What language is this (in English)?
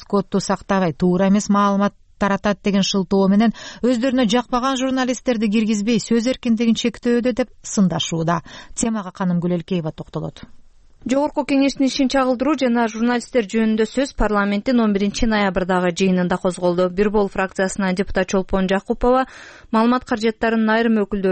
Kyrgyz